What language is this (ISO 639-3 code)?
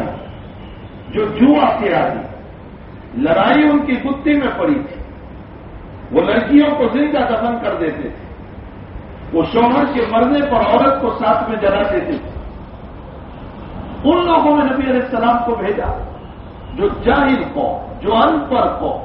urd